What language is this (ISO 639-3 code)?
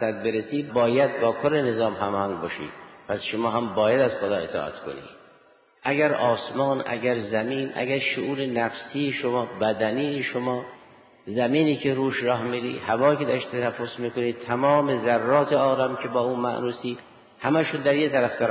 fas